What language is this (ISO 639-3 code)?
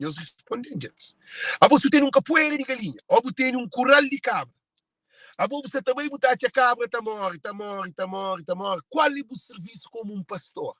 kea